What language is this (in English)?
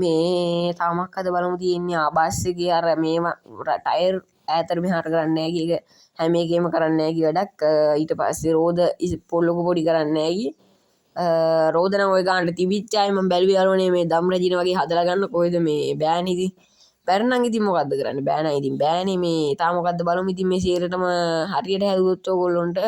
Sinhala